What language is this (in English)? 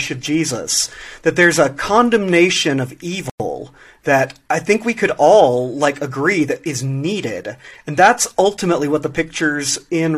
English